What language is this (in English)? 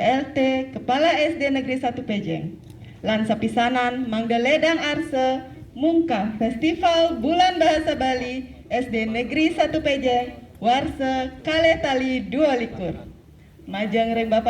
Balinese